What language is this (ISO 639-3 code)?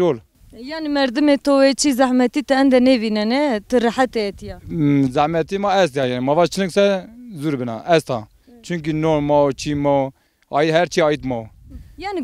zza